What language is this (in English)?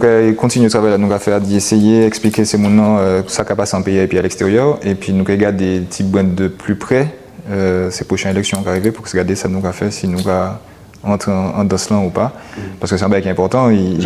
Guadeloupean Creole French